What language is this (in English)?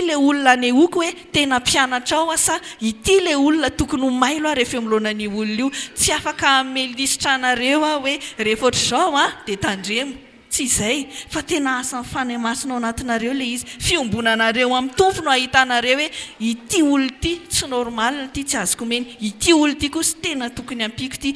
Malagasy